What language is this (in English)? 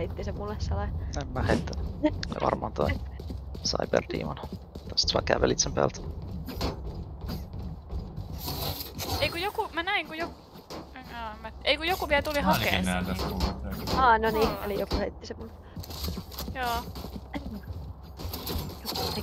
Finnish